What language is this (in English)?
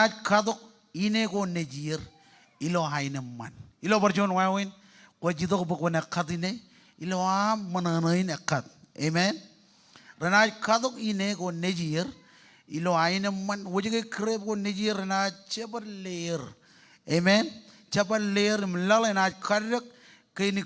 Marshallese